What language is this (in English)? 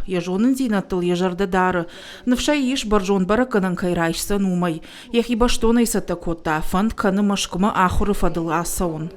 Ossetic